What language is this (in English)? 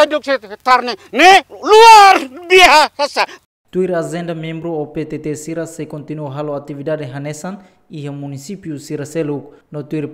Tetum